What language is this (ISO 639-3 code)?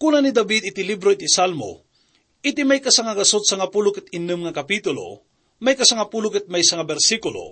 ilo